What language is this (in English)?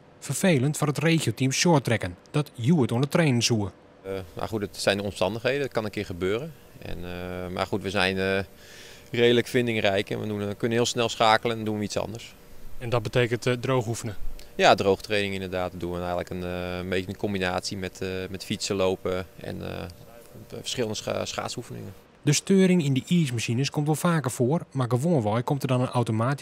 Western Frisian